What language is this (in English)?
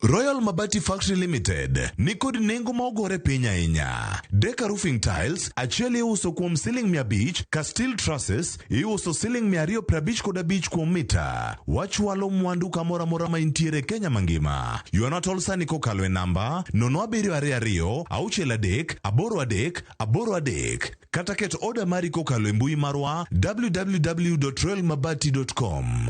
Luo (Kenya and Tanzania)